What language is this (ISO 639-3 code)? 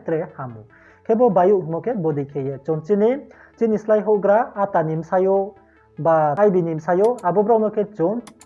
ria